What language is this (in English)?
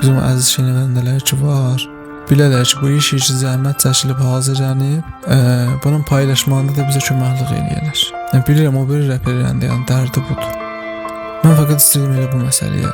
South Azerbaijani